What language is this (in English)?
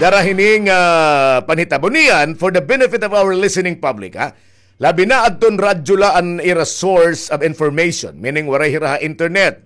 Waray